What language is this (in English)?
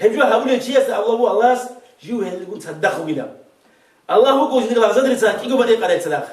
Avaric